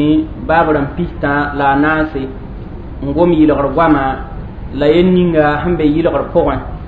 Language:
Mossi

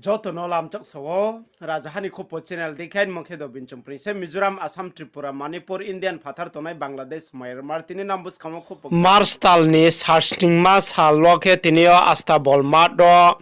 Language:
Riang (India)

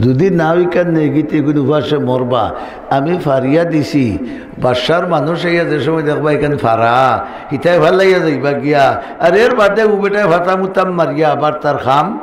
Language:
Sylheti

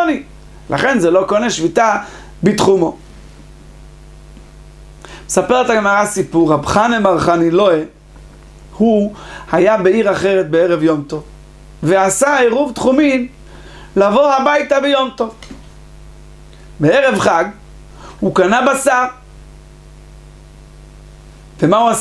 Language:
Hebrew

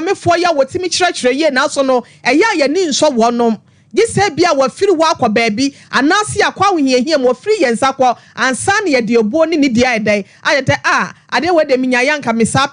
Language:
Akan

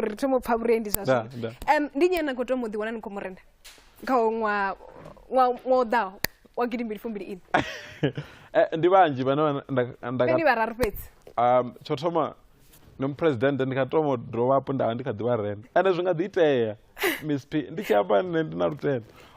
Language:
Venda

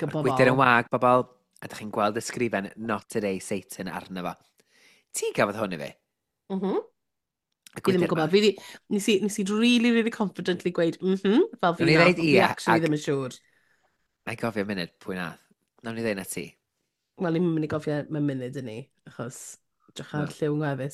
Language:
Welsh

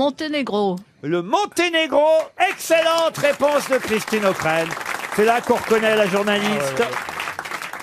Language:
French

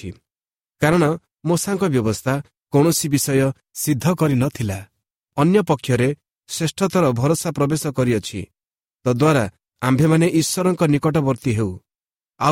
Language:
Odia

